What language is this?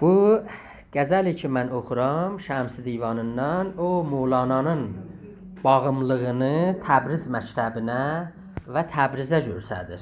South Azerbaijani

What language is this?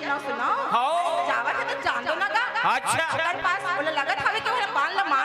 Chhattisgarhi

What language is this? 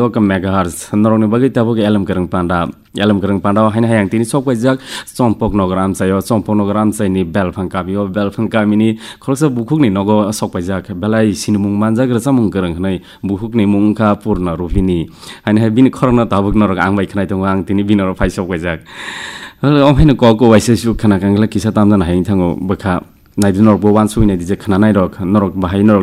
Kok Borok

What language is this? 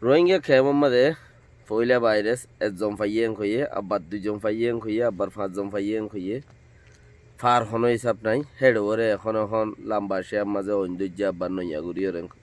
Rohingya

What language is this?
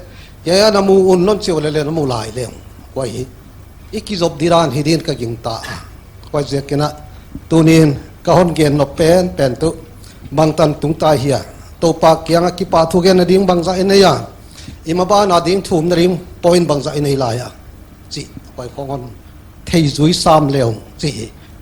Paite Chin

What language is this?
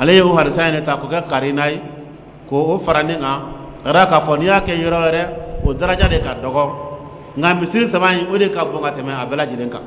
Dyula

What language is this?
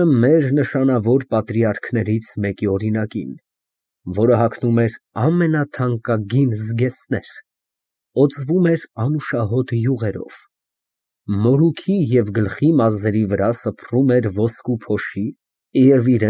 Armenian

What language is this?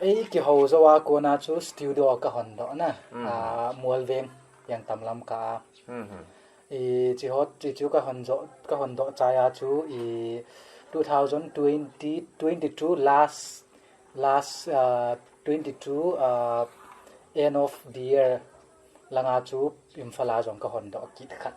Paite Chin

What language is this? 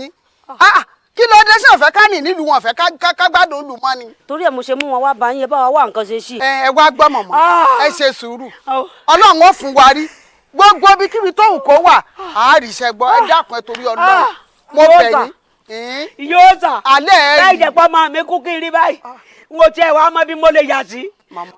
Yoruba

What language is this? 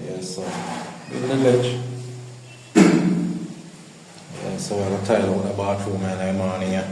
Jamaican Creole English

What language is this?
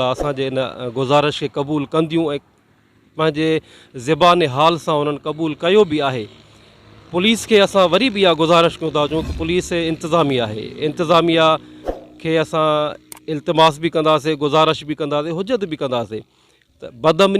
Sindhi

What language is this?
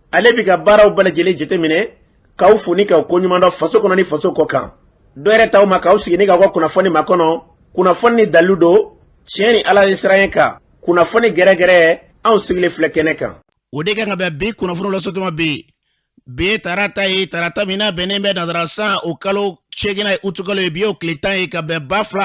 Bambara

